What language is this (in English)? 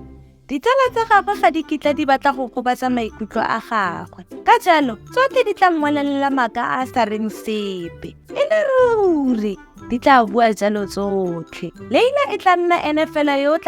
Tswana